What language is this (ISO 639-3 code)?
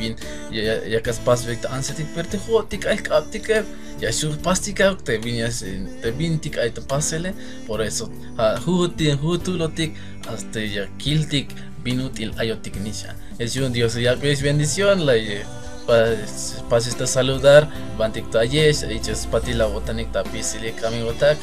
tzh